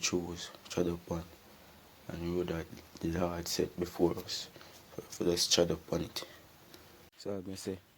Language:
Jamaican Creole English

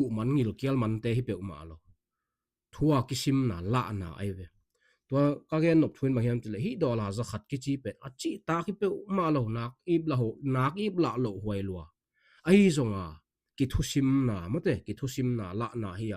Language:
Tedim Chin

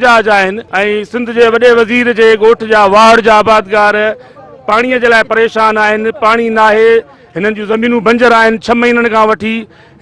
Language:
Sindhi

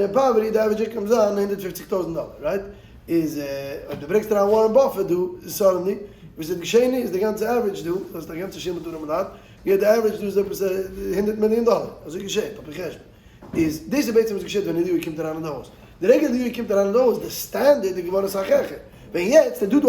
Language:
Yiddish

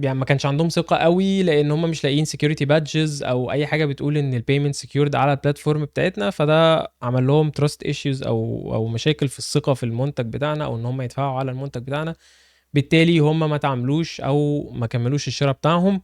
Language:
Egyptian Arabic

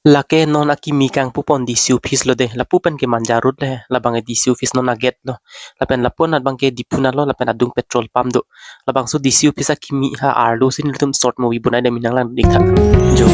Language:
Karbi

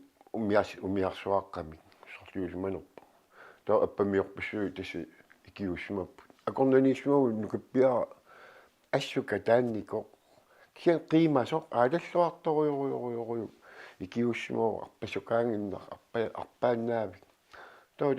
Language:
Kalaallisut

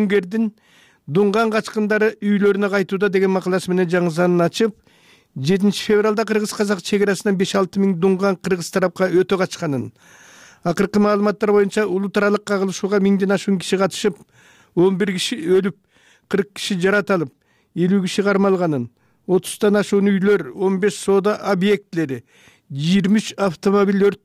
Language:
Kyrgyz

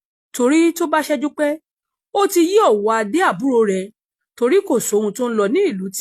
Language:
Yoruba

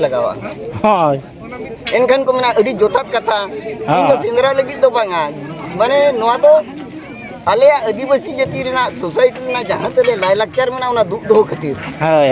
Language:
Santali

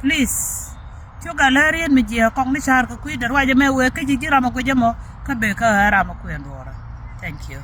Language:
Nuer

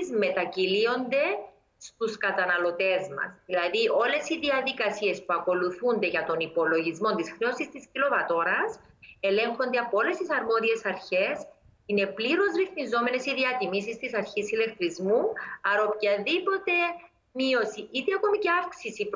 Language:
Greek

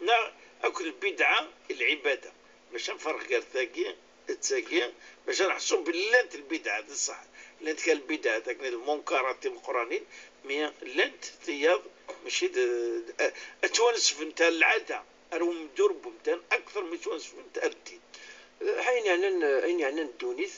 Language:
Kabyle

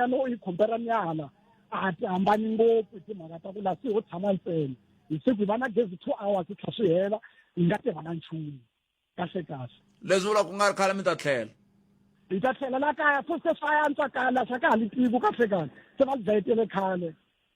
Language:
Tsonga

